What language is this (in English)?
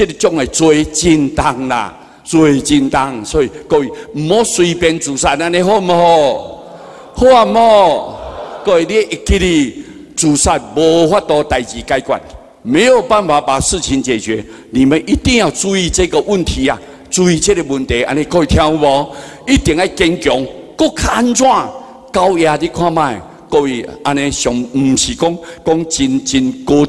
Min Nan Chinese